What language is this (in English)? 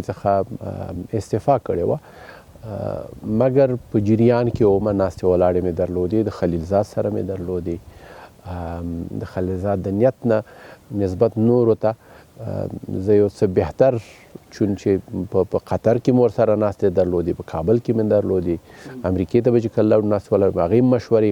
Pashto